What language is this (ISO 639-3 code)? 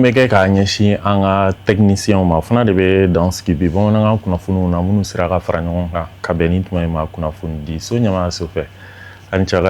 bam